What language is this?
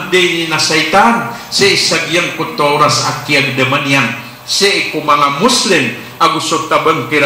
Maranao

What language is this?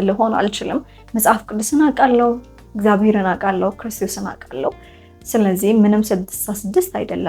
Amharic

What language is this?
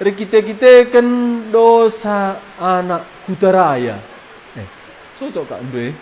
Batak Karo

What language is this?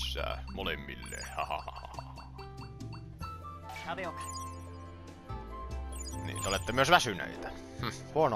Finnish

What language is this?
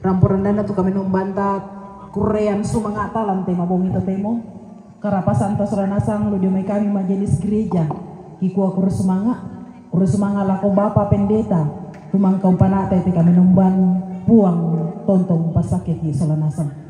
Toraja-Sa'dan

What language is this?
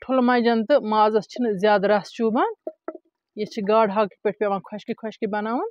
Kashmiri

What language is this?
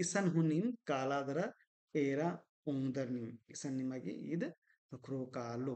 Kurukh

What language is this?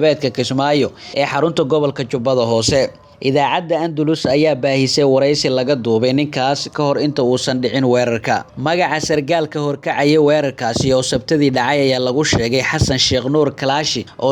Somali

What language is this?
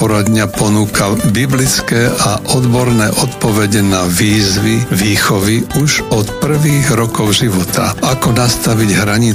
Slovak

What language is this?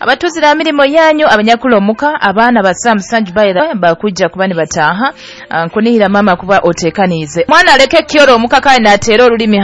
Nyoro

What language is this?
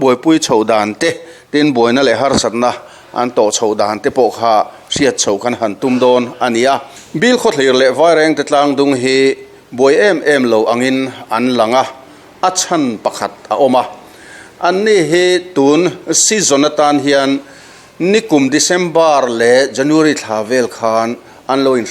Mizo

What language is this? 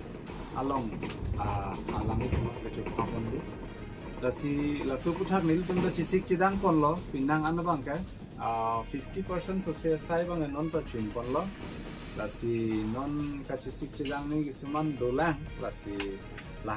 Karbi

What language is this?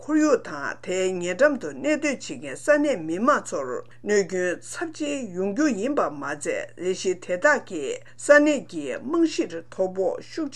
Tibetan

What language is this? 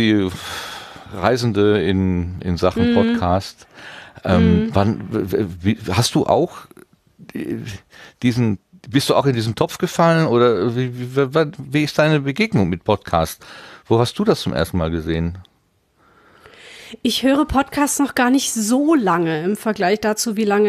German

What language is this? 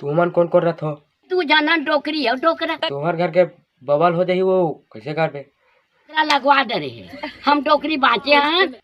Chhattisgarhi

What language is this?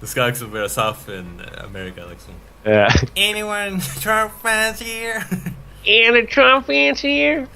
Faroese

